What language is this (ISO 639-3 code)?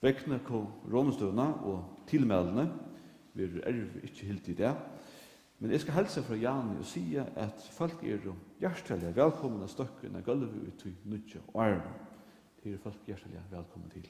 fao